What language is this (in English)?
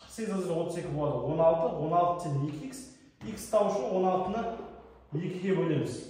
Kazakh